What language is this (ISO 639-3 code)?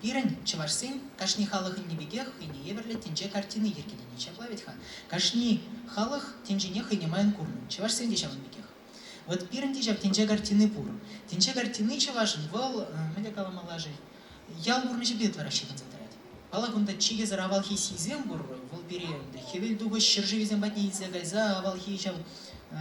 chv